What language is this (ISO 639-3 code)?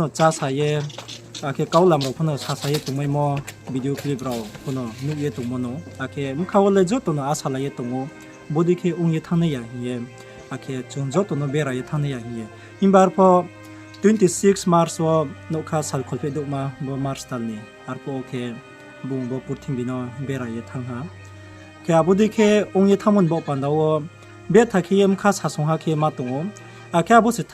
ria